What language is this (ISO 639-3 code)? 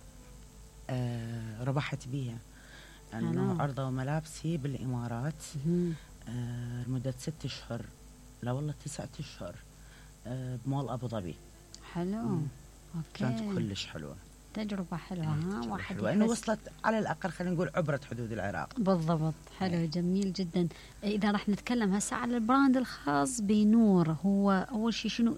acm